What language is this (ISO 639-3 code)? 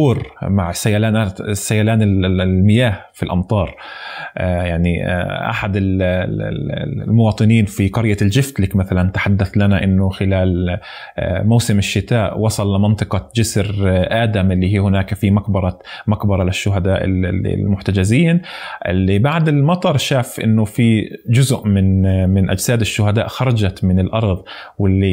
apc